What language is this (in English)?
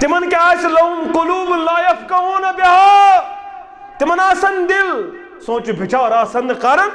Kashmiri